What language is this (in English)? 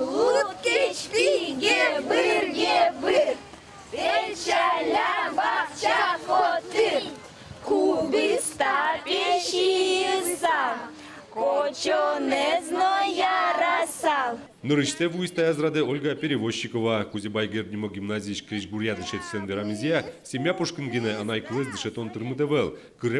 Udmurt